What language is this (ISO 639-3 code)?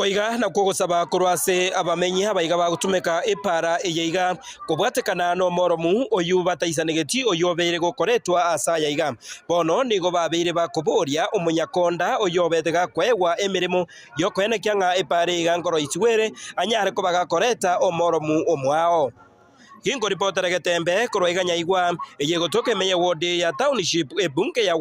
guz